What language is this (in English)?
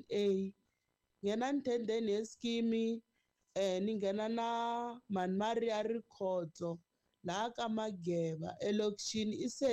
Tsonga